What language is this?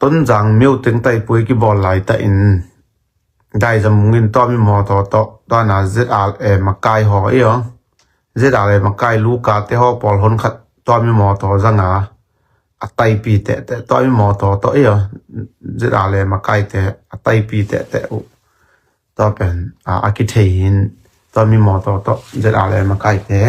Tedim Chin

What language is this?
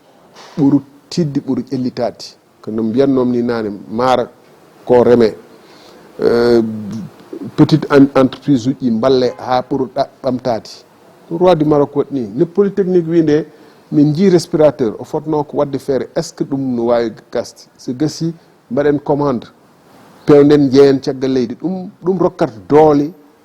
Fula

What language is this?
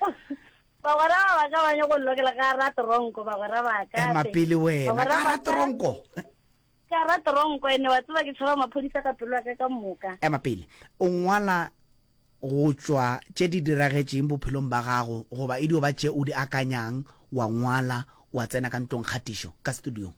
Northern Sotho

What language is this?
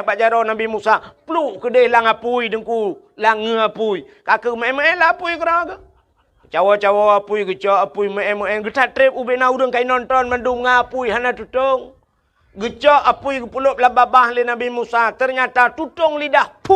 Achinese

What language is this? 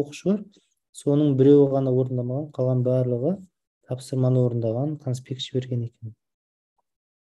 Kazakh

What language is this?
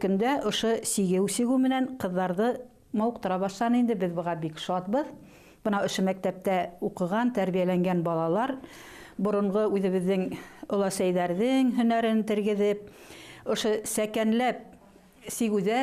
Bashkir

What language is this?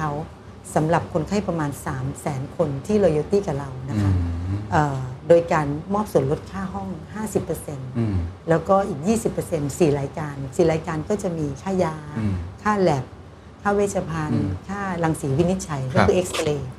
Thai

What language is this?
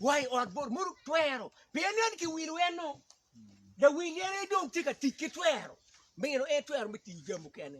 Acoli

